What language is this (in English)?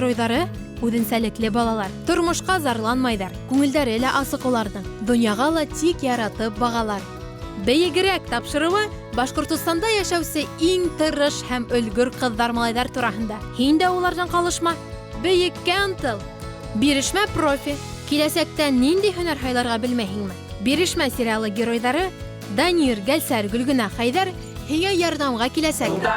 Bashkir